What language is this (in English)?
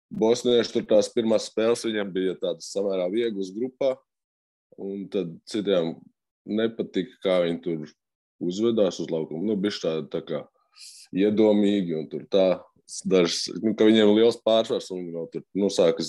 Latvian